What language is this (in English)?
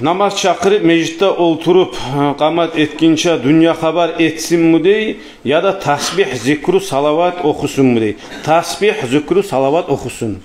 Kumyk